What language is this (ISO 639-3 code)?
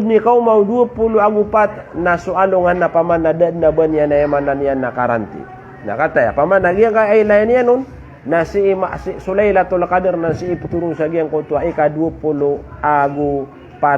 mrw